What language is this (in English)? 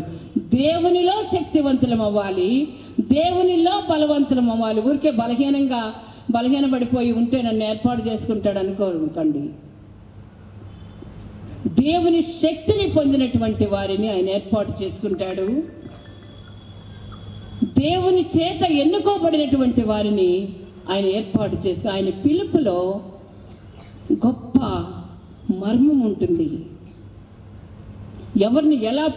Telugu